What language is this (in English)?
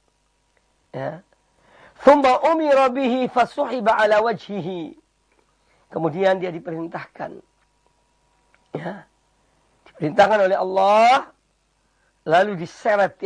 Indonesian